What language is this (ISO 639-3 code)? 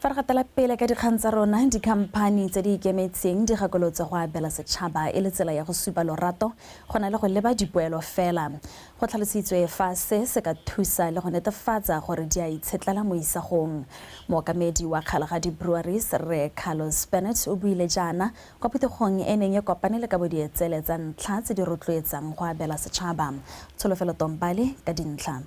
tsn